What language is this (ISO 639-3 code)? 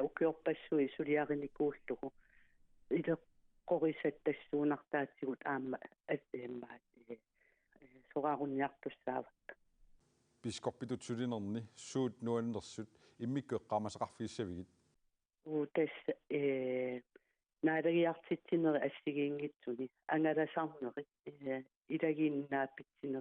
kal